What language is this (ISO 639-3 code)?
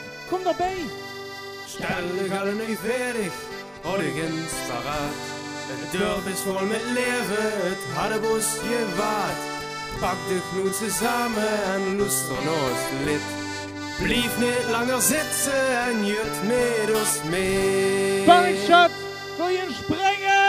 lim